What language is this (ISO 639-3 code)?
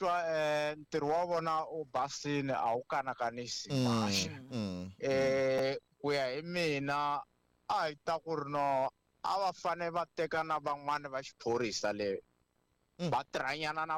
tso